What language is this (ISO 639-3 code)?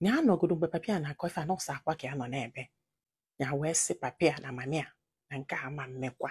ibo